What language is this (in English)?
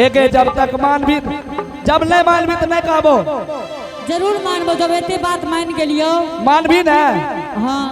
Angika